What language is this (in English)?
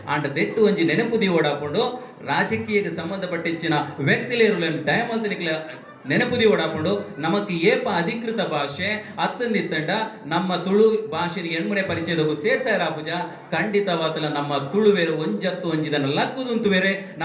Tulu